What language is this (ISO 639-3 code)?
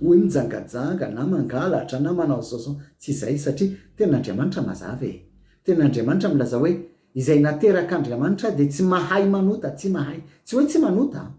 mlg